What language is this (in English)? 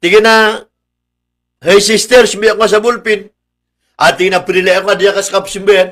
Maranao